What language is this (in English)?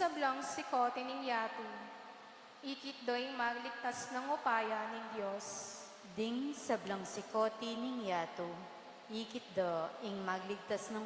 Pampanga